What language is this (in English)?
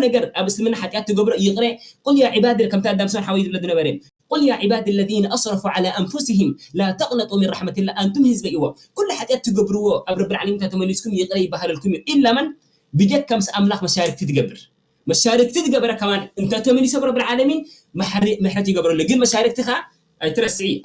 Tigrinya